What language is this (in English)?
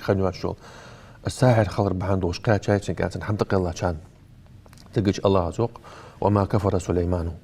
Ingush